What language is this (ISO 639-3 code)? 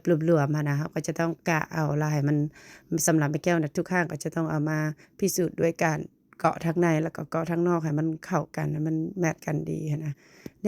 lao